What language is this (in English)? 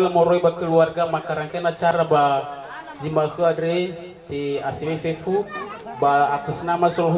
Nias